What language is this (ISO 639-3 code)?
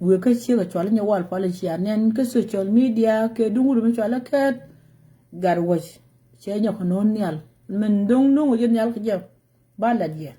nus